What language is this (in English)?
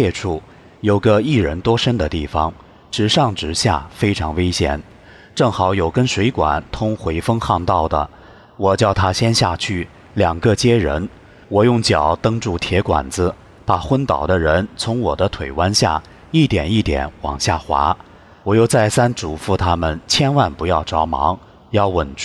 Chinese